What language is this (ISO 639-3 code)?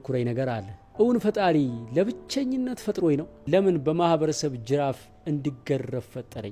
amh